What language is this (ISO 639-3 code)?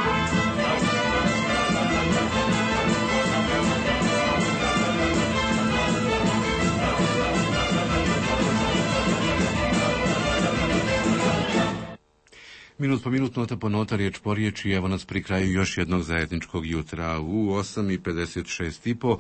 hrv